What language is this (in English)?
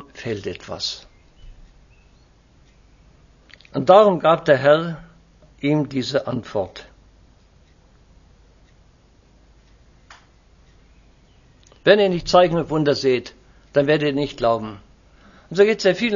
German